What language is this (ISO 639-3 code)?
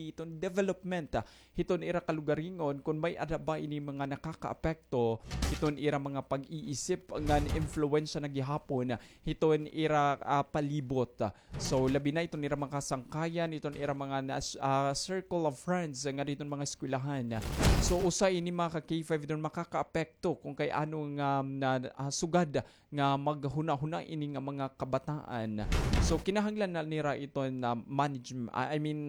war